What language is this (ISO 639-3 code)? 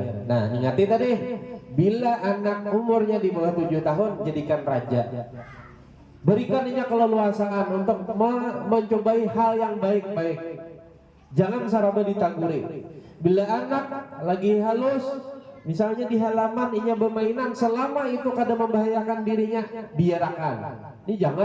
bjn